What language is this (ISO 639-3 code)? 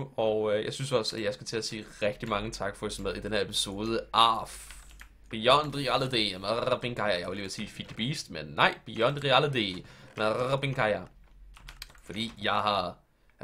dan